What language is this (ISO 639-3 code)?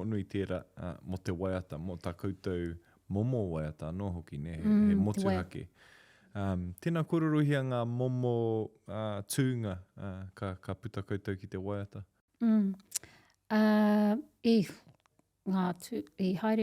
mri